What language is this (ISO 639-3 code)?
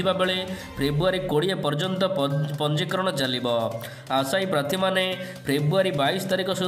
ori